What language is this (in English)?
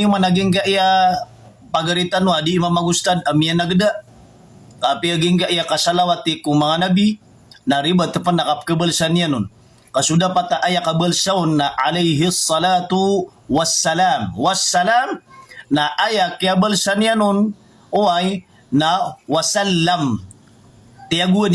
Maranao